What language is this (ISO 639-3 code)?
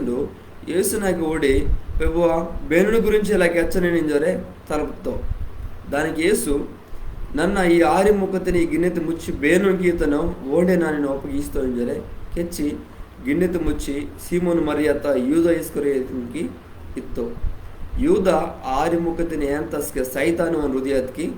kff